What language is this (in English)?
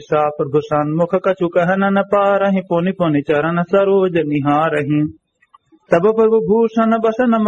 Awadhi